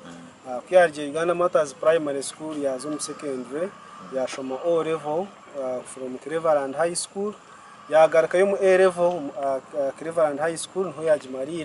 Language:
Nyankole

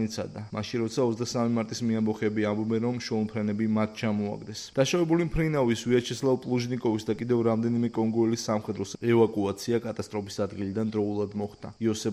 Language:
Georgian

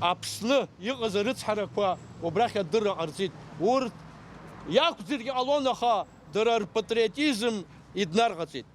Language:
Abkhazian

